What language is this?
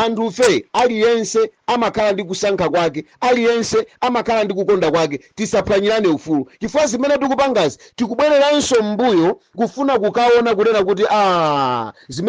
Nyanja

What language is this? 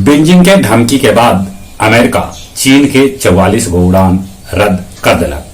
Magahi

